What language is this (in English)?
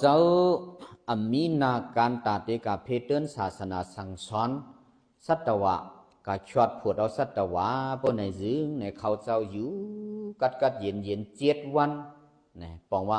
Shan